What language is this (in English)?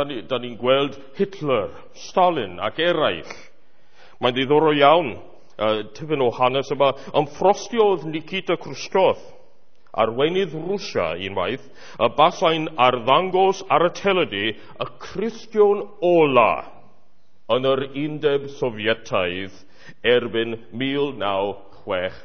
Welsh